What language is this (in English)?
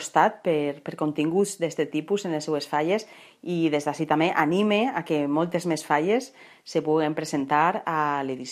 Catalan